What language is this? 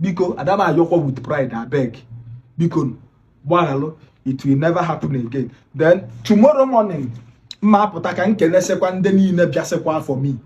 Igbo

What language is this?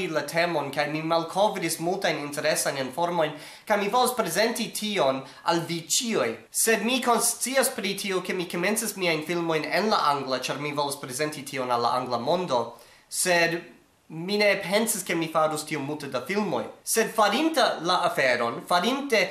Esperanto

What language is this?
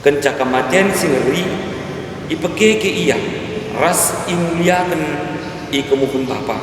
Batak Karo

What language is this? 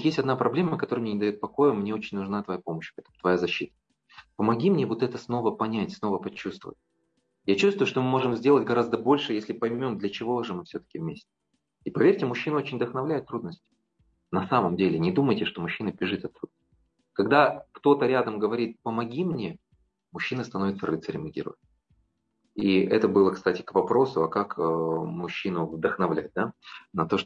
Russian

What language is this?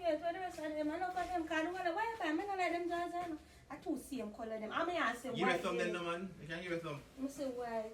Jamaican Creole English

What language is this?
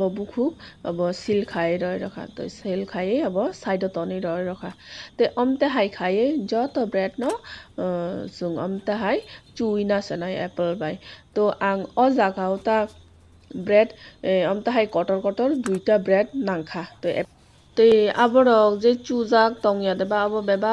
Kok Borok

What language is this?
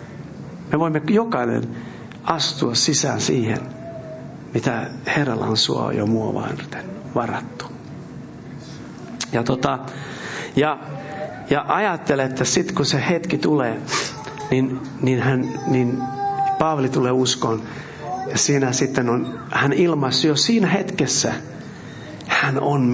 Finnish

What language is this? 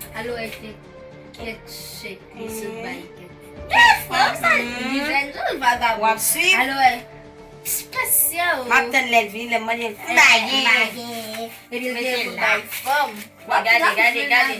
Haitian Creole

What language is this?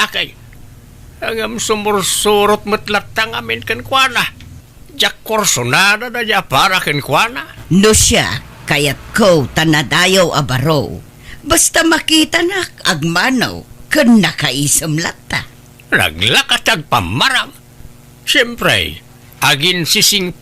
Iloko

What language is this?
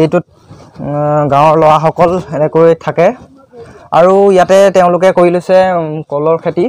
Assamese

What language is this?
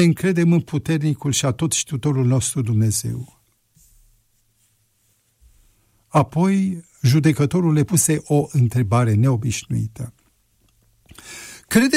Romanian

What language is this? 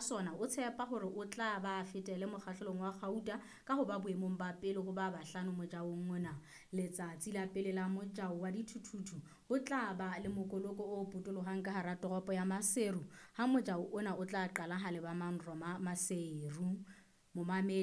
Southern Sotho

